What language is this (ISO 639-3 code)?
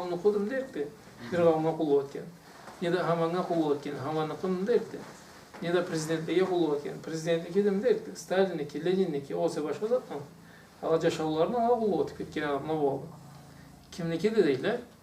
krc